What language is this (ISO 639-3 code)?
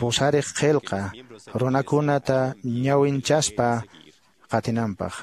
que